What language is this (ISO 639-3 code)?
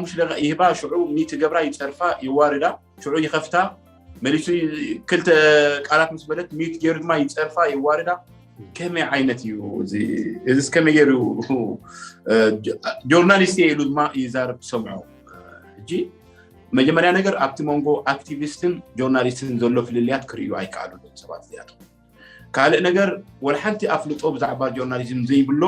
tir